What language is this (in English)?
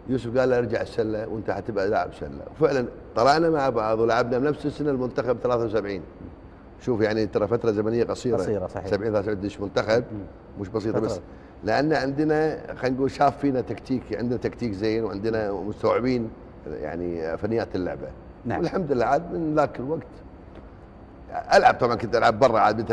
Gulf Arabic